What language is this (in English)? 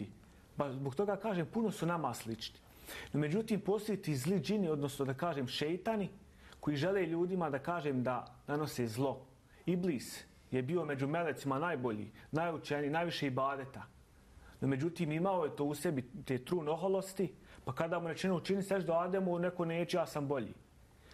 Bosnian